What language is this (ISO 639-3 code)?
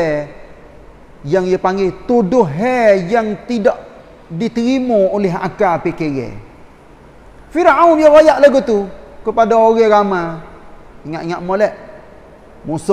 msa